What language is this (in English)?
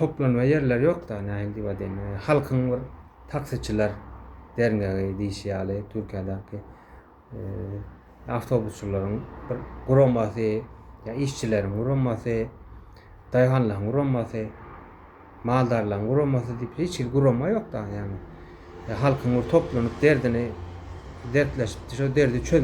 Turkmen